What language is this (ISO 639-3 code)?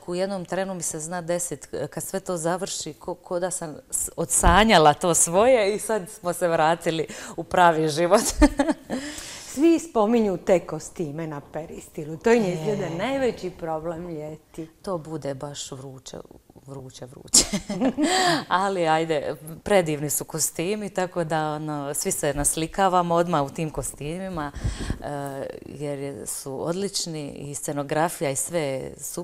hrv